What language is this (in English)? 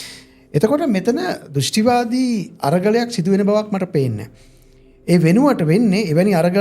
Sinhala